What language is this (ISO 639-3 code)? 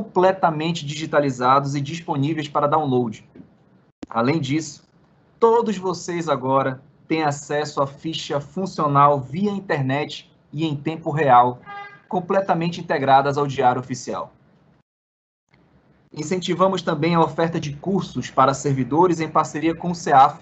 por